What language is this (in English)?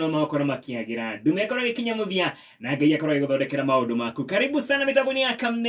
Kikuyu